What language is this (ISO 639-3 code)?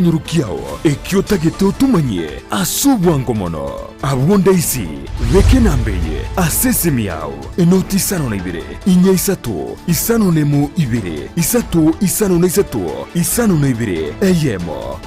guz